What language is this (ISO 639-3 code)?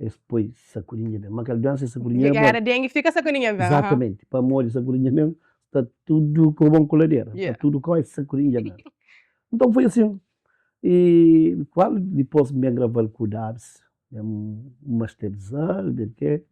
kea